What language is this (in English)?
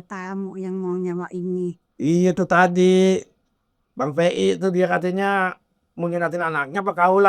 Betawi